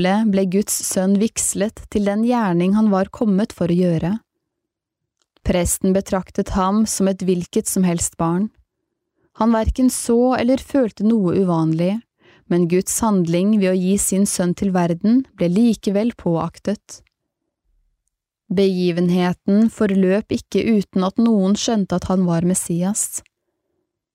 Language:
Norwegian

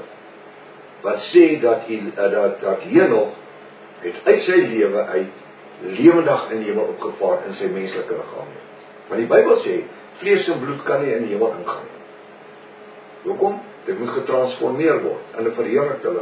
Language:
Afrikaans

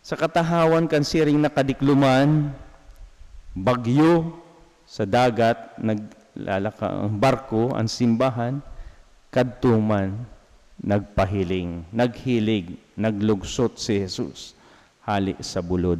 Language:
Bikol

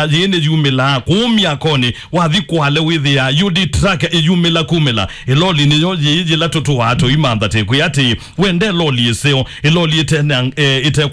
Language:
Kamba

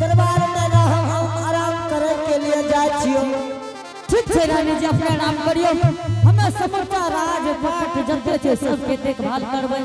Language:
Angika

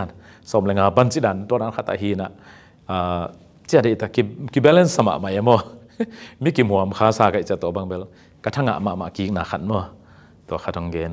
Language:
Tedim Chin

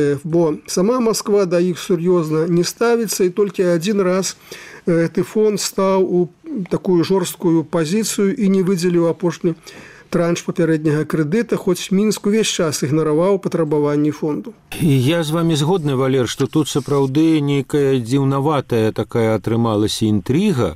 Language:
Belarusian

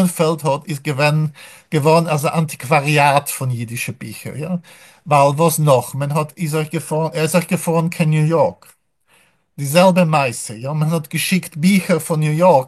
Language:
Yiddish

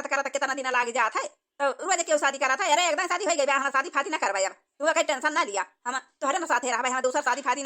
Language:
Awadhi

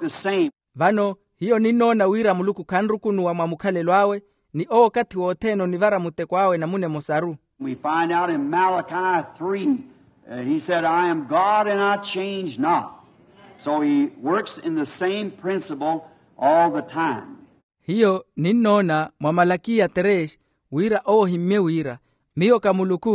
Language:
Makhuwa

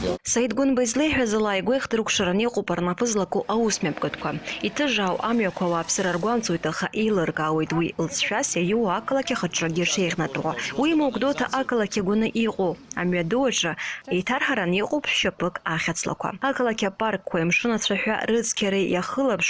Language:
Abkhazian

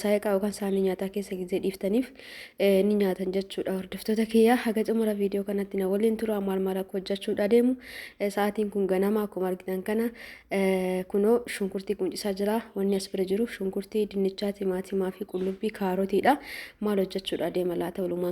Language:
Oromo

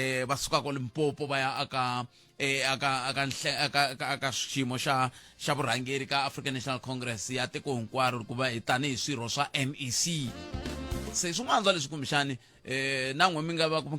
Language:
Tsonga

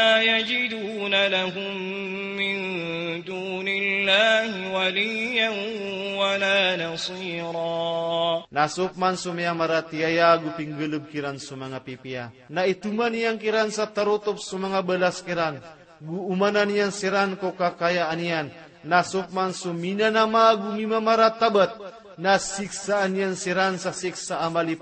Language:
Maranao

